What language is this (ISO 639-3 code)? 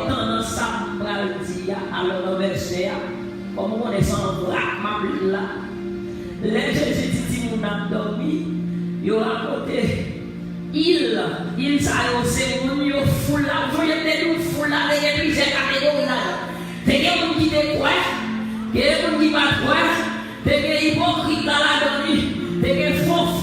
hat